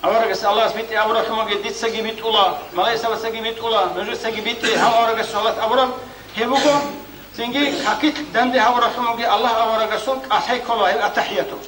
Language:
Avaric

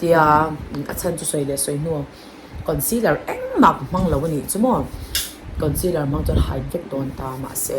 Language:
Mizo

